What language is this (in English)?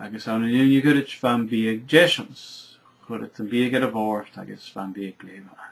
Scottish Gaelic